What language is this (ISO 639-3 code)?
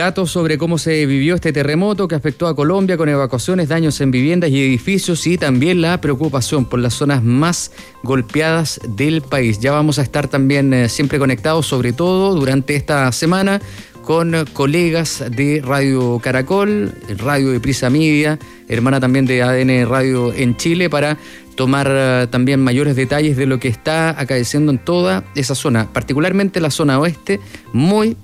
spa